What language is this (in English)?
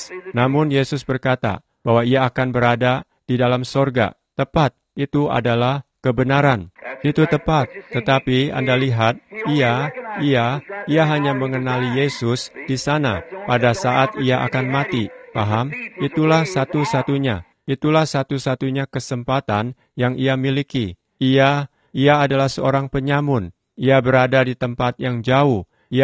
Indonesian